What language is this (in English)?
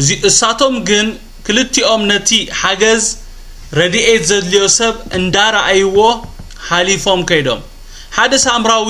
Tigrinya